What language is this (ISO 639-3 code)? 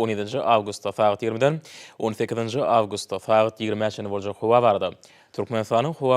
tuk